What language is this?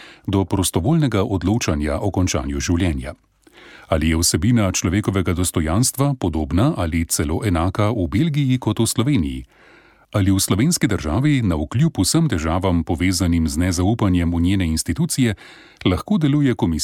Slovenian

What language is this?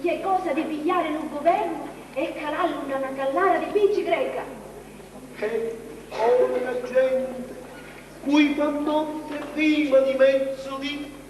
Sicilian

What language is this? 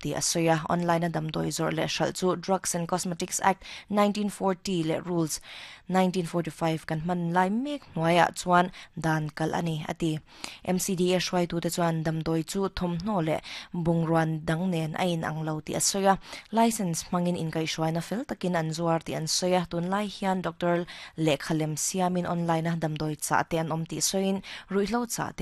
Mizo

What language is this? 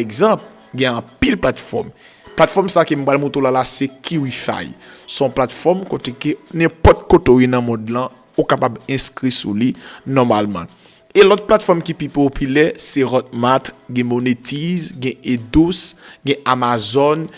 Haitian Creole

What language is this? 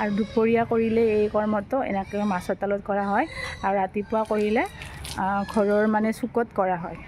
Assamese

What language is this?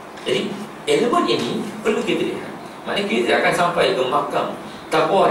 Malay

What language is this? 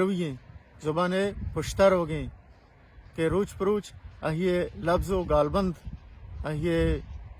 Baluchi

